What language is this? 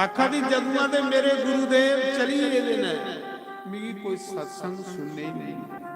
Dogri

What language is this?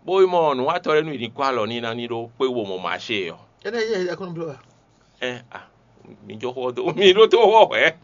Fon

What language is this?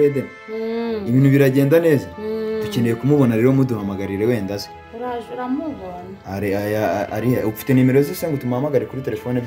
Kinyarwanda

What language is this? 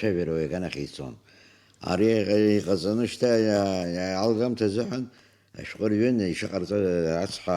Abkhazian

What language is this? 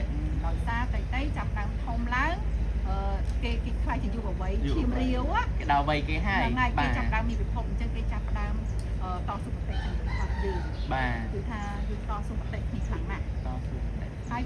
Khmer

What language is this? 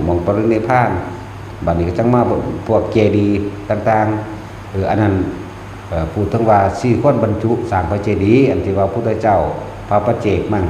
Northeastern Thai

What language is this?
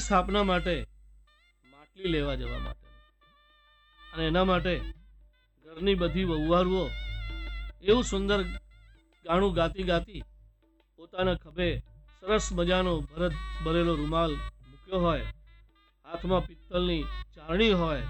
Gujarati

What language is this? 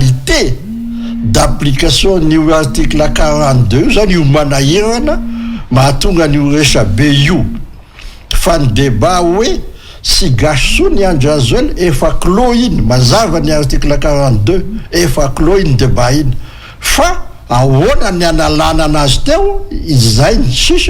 Malagasy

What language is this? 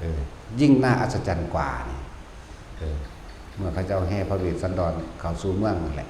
Northeastern Thai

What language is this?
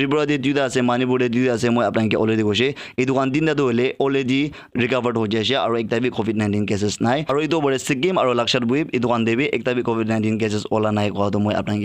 Naga Pidgin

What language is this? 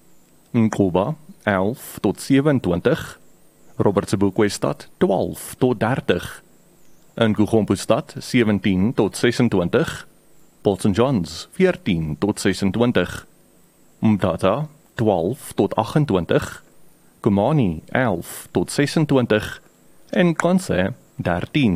Afrikaans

